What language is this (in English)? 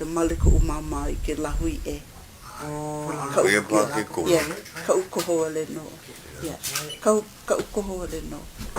Hawaiian